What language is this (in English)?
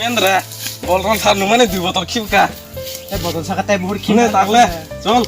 Kok Borok